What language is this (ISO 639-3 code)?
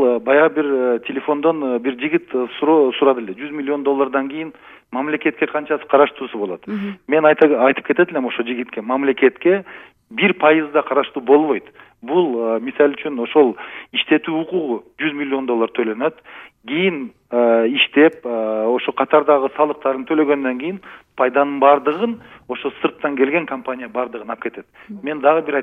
kir